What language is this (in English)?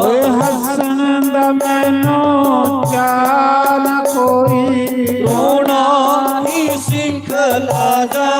Dogri